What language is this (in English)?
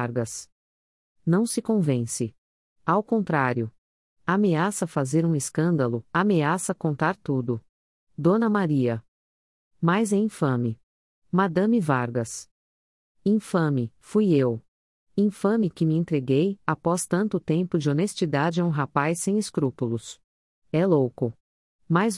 Portuguese